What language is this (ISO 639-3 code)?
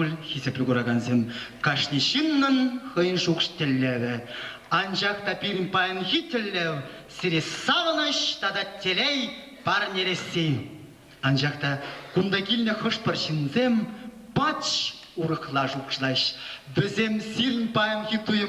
chv